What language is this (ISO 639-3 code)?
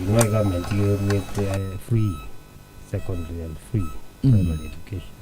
guz